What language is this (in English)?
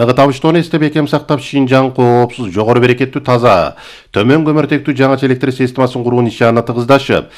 Kyrgyz